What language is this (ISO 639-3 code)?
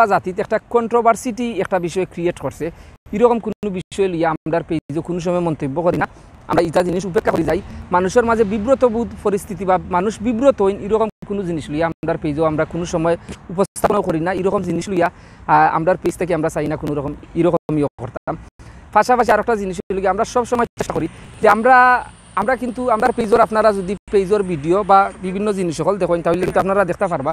syl